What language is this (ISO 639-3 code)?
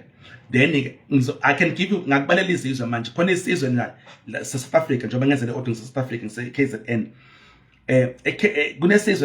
zul